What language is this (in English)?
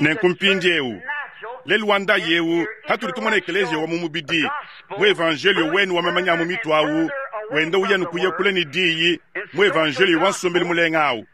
Luba-Lulua